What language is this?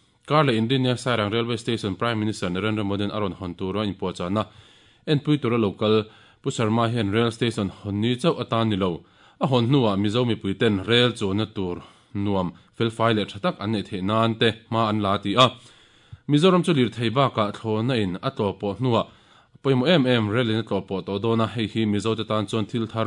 Mizo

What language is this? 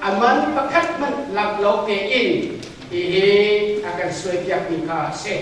Hakha Chin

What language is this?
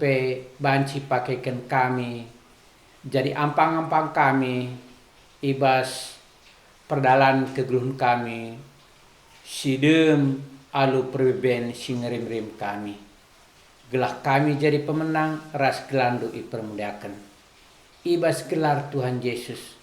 Batak Karo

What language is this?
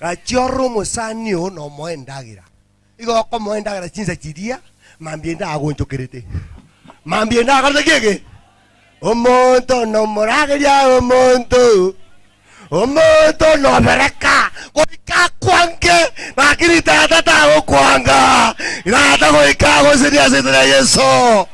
Gusii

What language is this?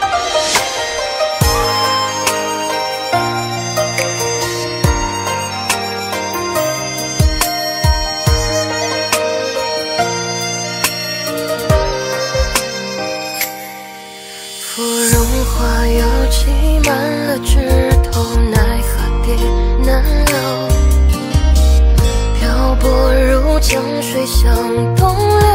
Chinese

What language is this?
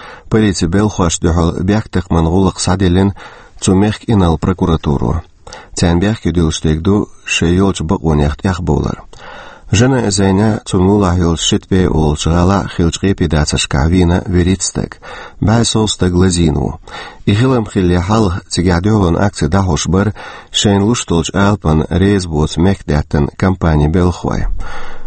Chechen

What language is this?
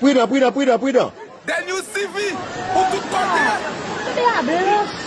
Haitian Creole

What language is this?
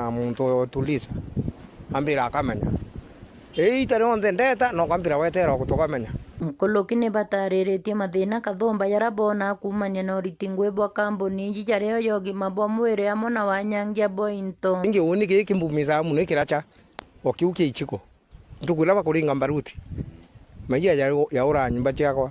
Meru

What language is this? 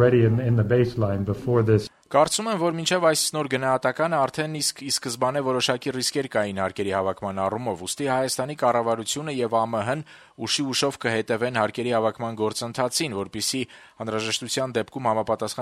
Armenian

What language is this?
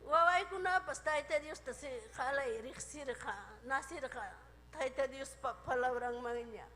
Ayacucho Quechua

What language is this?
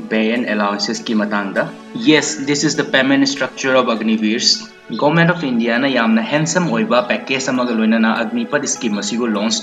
Manipuri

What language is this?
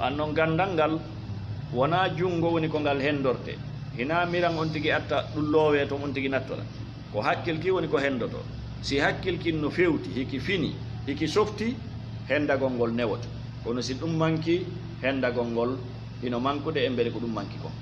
Fula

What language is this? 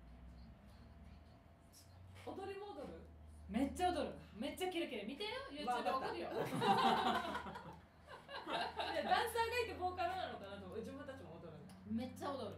Japanese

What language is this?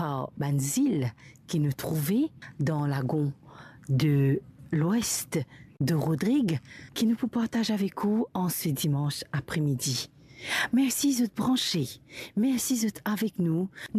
Morisyen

